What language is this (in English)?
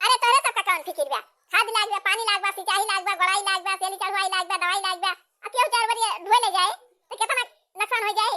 Awadhi